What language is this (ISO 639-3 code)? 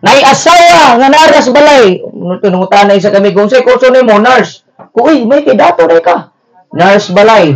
ceb